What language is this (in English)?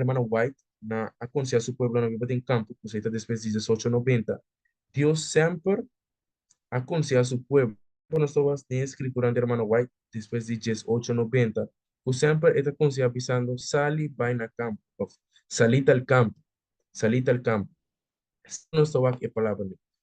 Papiamento